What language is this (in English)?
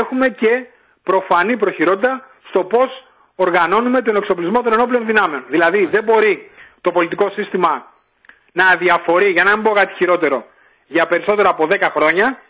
Greek